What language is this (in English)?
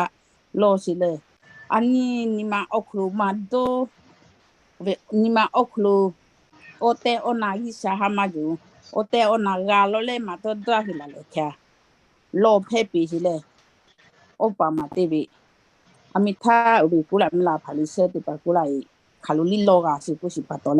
Lahu